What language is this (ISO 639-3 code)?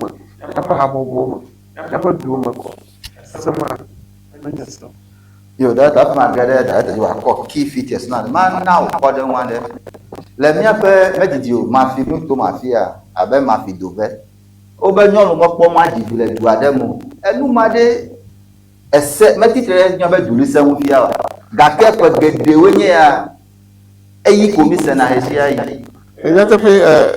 ewe